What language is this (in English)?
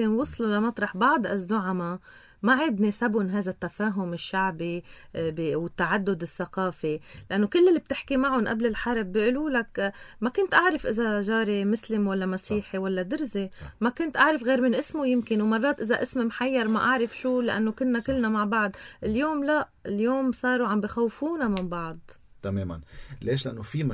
North Levantine Arabic